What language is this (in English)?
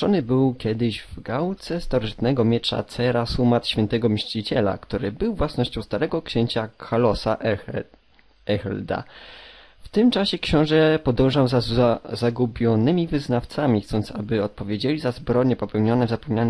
Polish